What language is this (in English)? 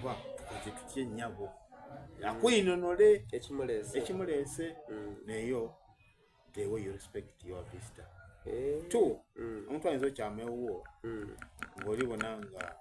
Soga